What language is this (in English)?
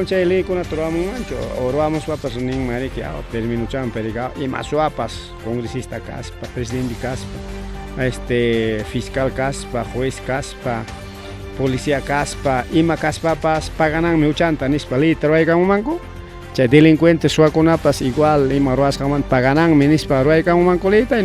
Ayacucho Quechua